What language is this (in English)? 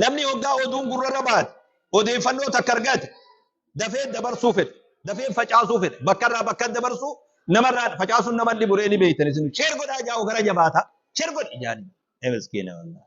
Oromo